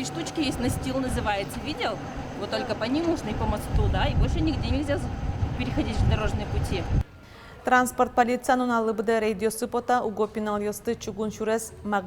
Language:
Udmurt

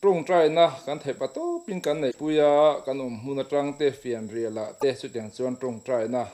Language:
Mizo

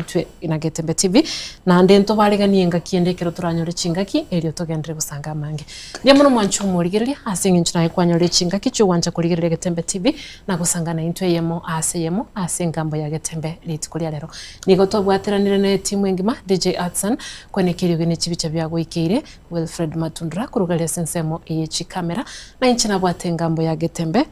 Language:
Gusii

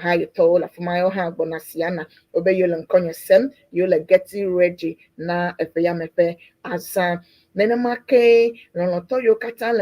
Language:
Ewe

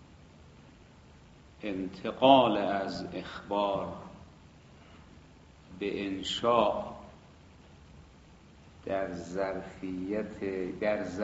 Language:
Persian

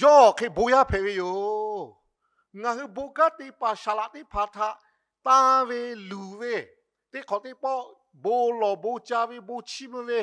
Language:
Lahu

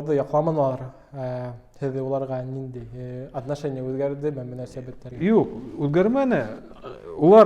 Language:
Bashkir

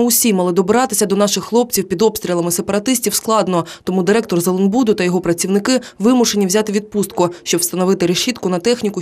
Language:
Ukrainian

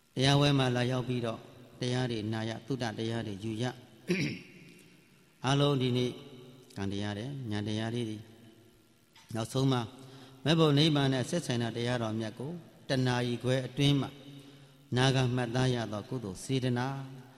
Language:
Burmese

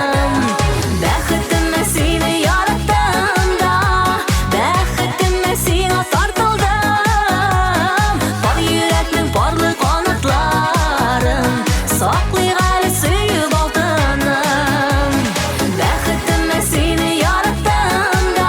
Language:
Tatar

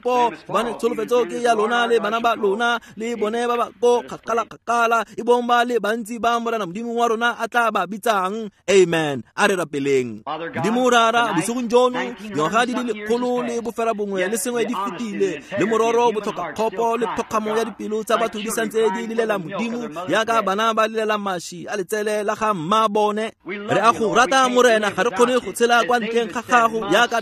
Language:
Tswana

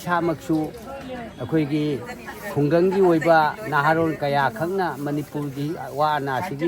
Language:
Manipuri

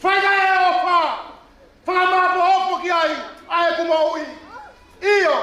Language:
Tongan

